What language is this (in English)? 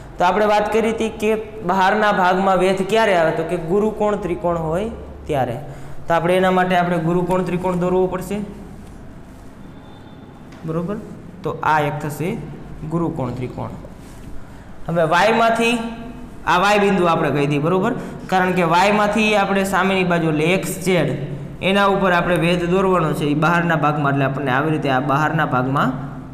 Gujarati